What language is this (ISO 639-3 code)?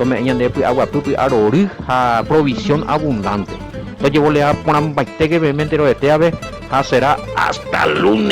grn